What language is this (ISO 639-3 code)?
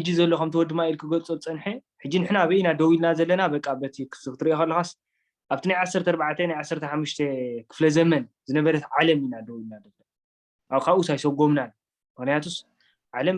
tir